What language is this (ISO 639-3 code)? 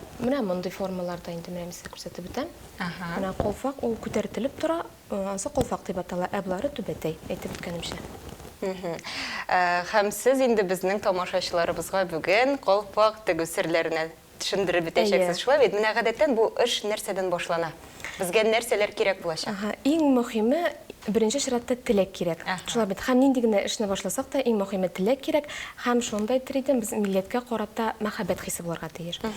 tat